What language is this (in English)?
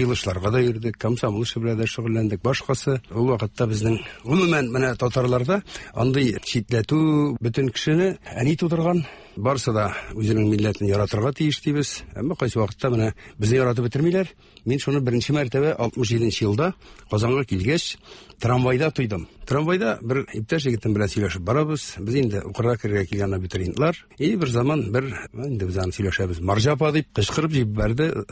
Tatar